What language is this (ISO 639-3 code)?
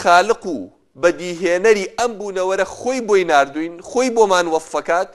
ckb